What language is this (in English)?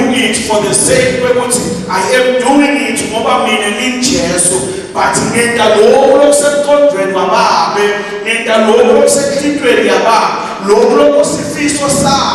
Zulu